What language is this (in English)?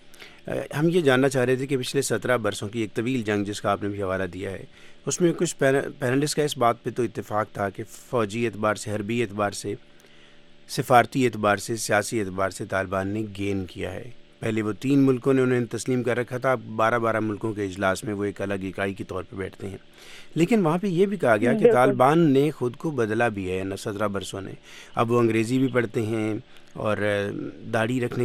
Urdu